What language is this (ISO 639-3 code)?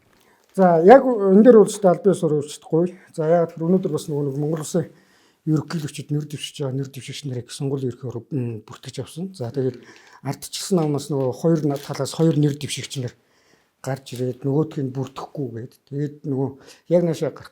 mon